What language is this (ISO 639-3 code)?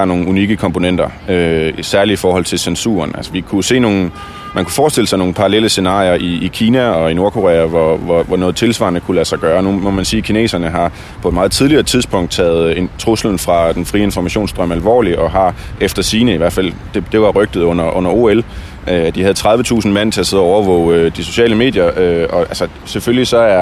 dan